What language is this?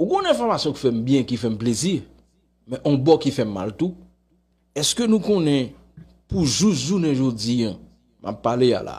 Haitian Creole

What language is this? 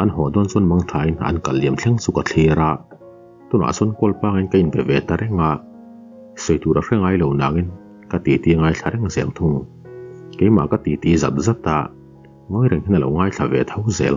Mizo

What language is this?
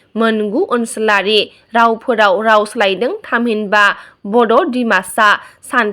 Bodo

